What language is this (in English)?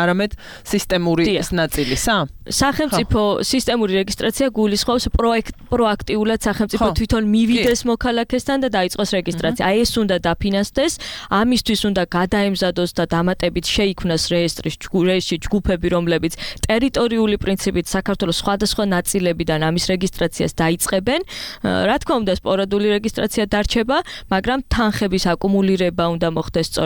Georgian